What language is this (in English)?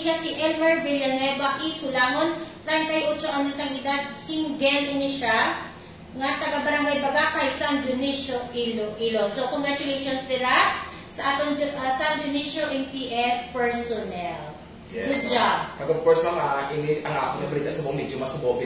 Hiligaynon